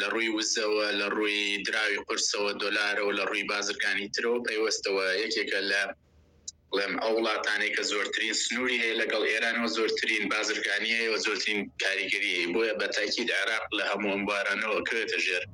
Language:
Central Kurdish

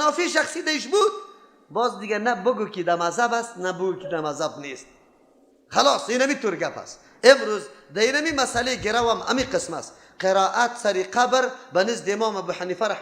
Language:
Persian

